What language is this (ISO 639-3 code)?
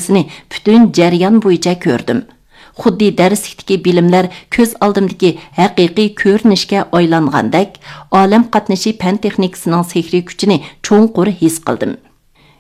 uig